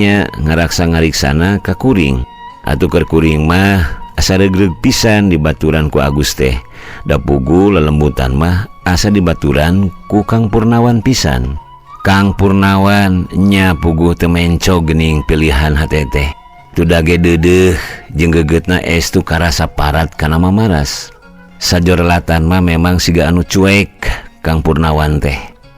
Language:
Sundanese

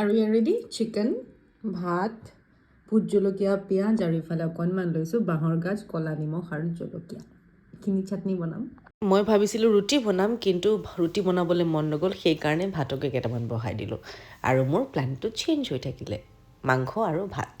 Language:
Assamese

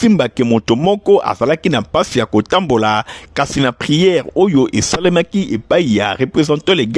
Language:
Lingala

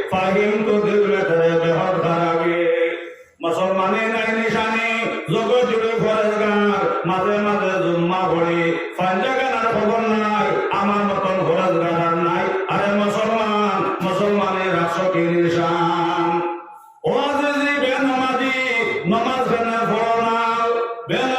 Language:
Sylheti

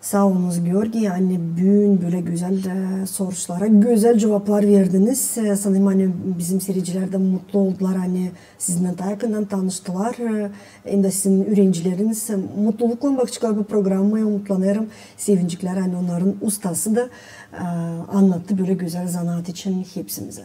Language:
Gagauz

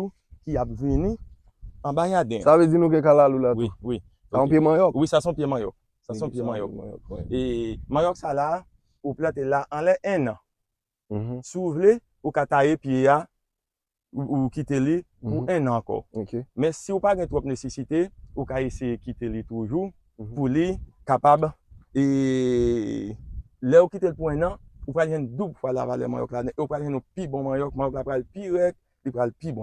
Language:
Haitian Creole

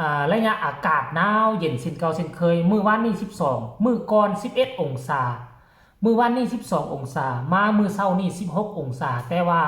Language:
Northeastern Thai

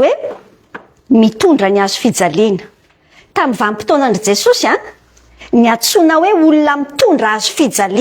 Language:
Malagasy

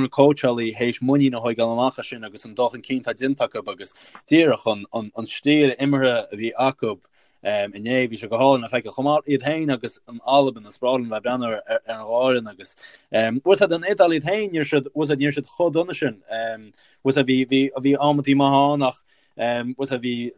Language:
Irish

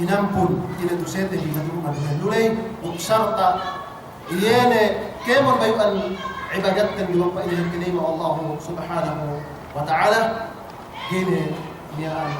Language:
Yakan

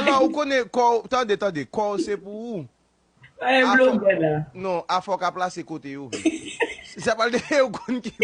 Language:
Haitian Creole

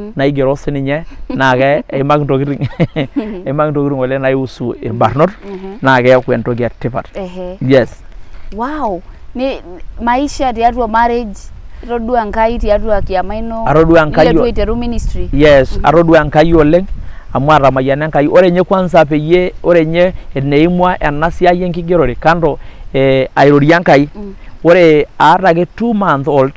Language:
Masai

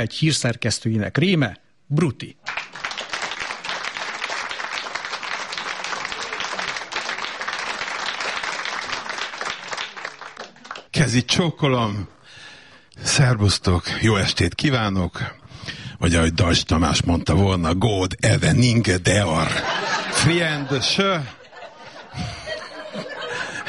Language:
Hungarian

